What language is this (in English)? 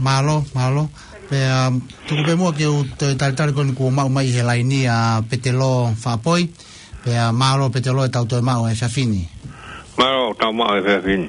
Tongan